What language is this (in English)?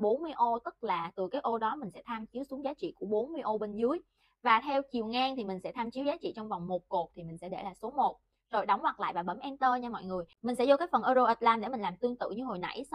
Vietnamese